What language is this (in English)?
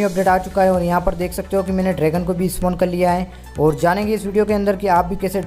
Hindi